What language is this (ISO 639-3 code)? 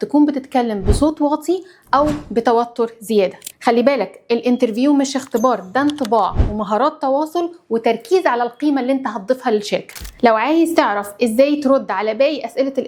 arz